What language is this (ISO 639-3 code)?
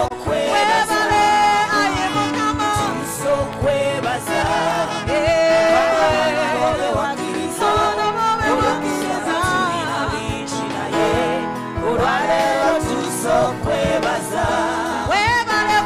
lug